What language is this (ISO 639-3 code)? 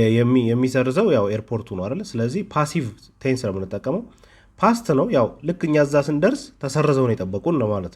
amh